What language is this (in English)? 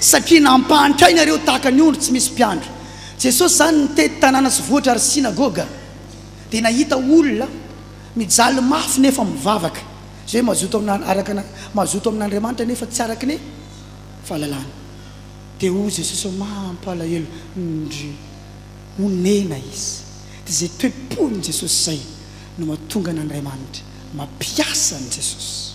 Malagasy